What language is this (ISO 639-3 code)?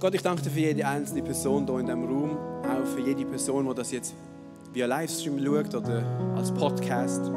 gsw